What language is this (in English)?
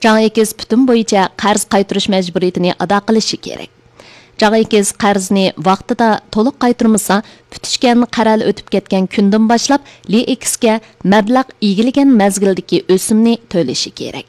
Uyghur